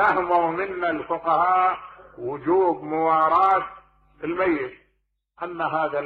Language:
Mesopotamian Arabic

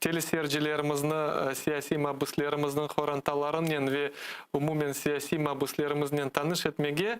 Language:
Crimean Tatar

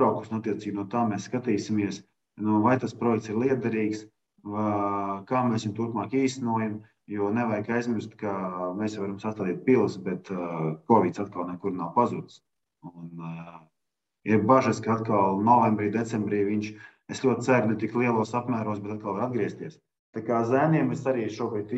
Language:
Latvian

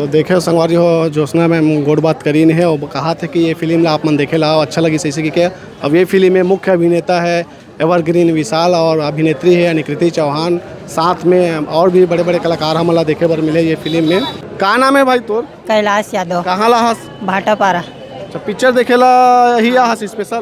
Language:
Chhattisgarhi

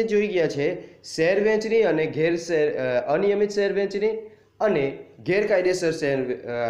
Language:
Gujarati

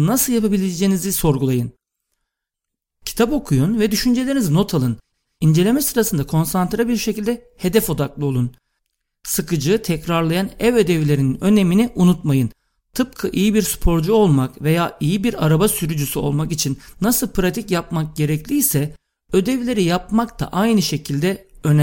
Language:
Turkish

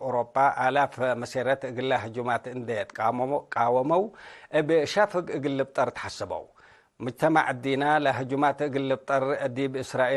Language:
Tigre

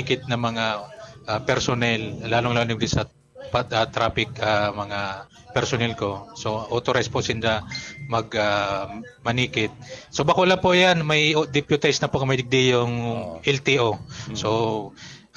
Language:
Bikol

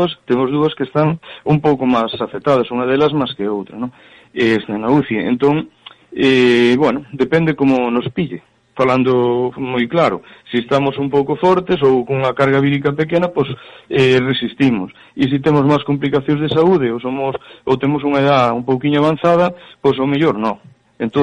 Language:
Galician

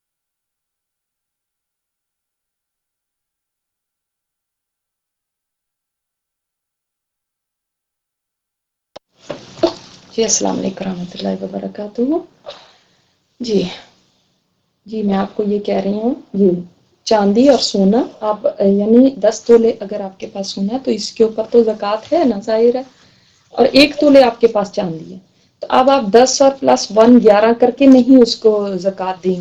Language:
Urdu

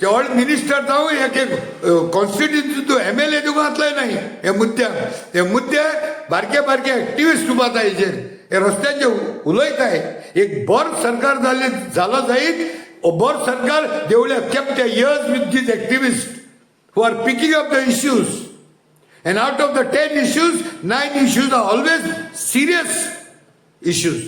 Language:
Konkani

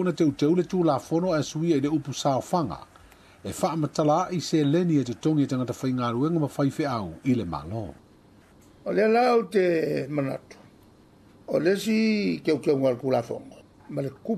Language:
Samoan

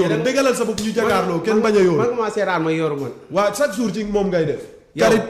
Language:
Wolof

